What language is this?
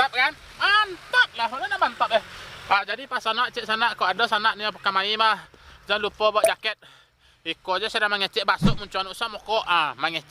Minangkabau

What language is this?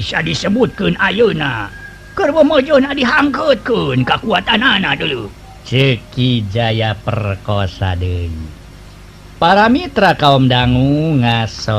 Sundanese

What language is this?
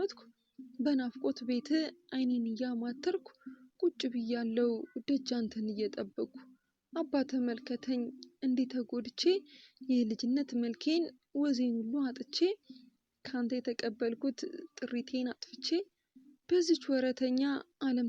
Amharic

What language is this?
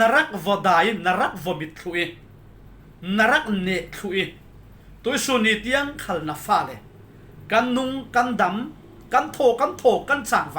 Falam Chin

